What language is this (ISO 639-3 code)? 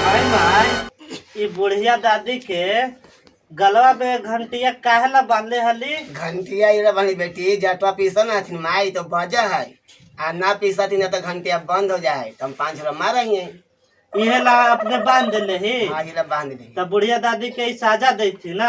mag